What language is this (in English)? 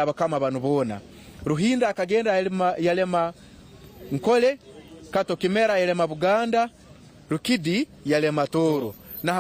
Nyankole